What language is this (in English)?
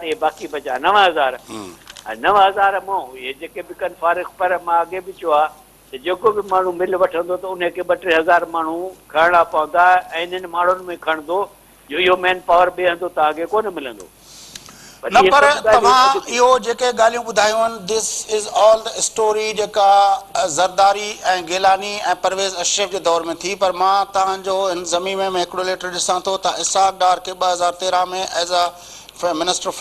Sindhi